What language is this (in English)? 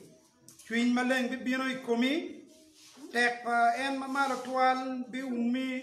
Acoli